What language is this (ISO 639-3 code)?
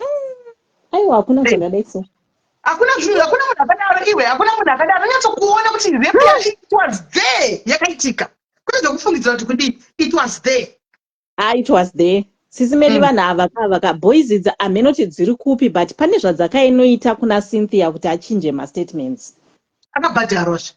sna